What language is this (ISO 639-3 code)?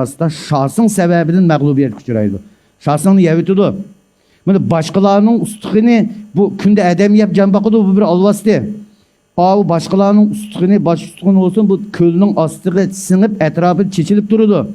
uig